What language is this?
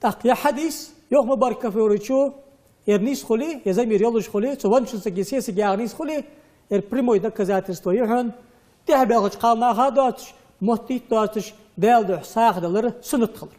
Ingush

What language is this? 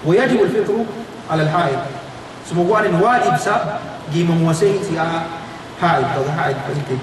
Yakan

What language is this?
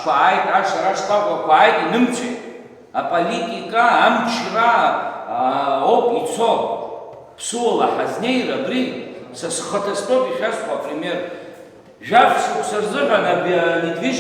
Abkhazian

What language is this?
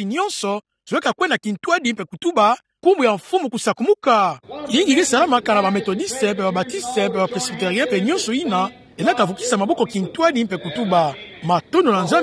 Kituba (Democratic Republic of Congo)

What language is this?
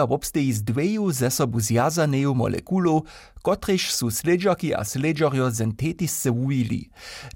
Upper Sorbian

